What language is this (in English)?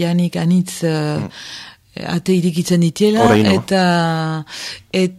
Basque